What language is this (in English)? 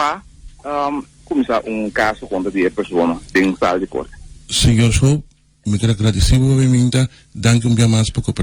Papiamento